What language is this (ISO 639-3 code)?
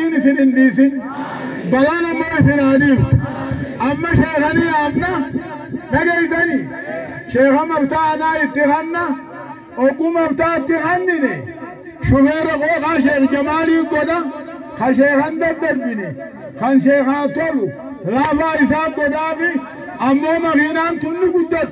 orm